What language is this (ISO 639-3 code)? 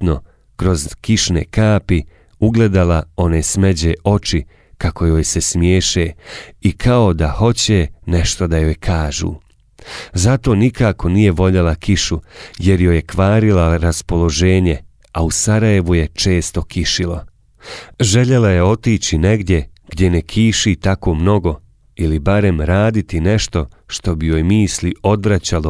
bos